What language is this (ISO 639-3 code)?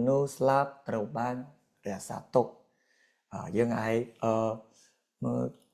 khm